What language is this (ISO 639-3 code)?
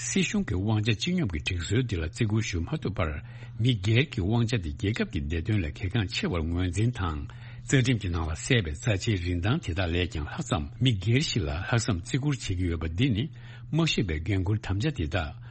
bod